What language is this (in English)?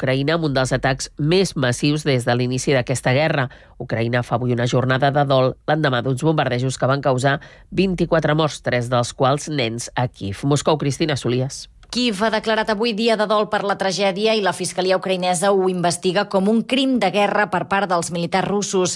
Catalan